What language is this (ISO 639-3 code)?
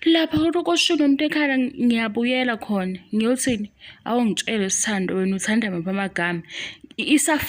zul